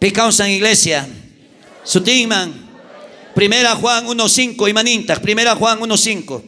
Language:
South Bolivian Quechua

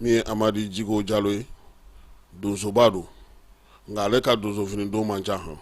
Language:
Bambara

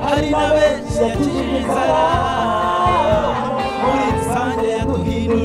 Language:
Kinyarwanda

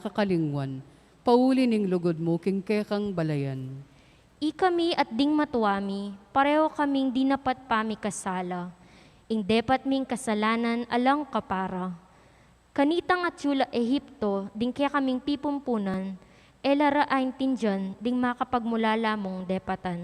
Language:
Pampanga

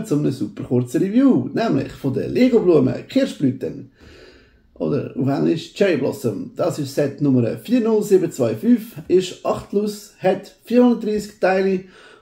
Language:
Swiss German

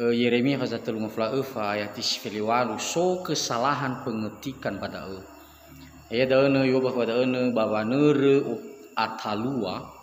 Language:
Nias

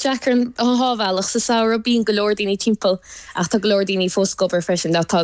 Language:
Irish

